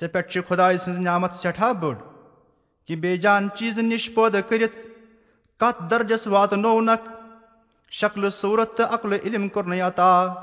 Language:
Kashmiri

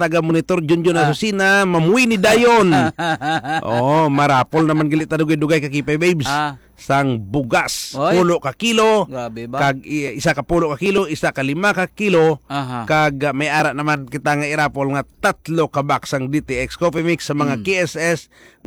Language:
Hiligaynon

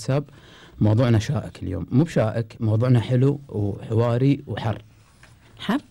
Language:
Gulf Arabic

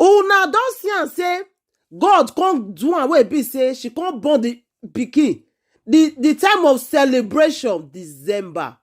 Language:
Nigerian Pidgin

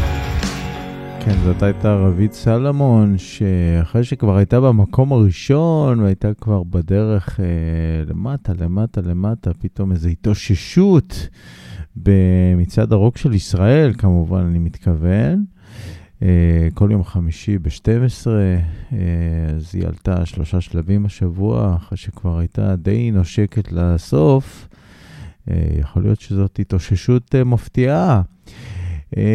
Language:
Hebrew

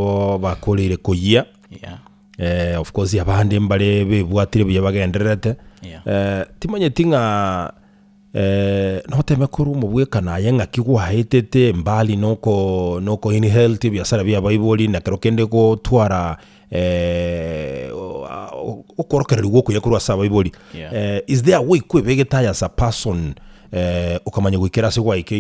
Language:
Gusii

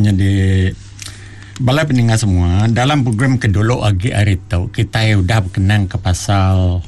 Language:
Iban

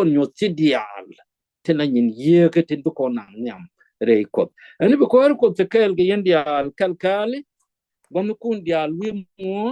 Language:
Nuer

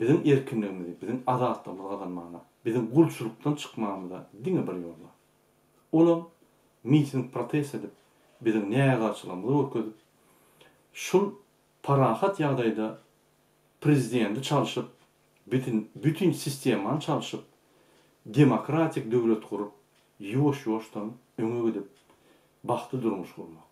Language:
Turkmen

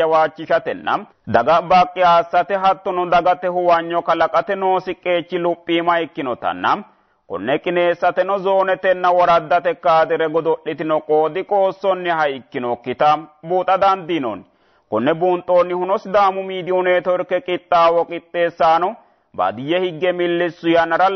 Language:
Sidamo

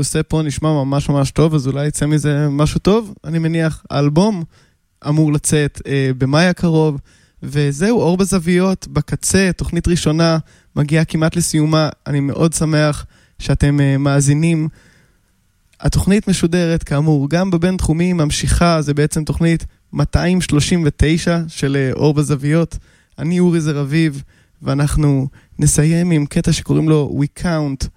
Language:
Hebrew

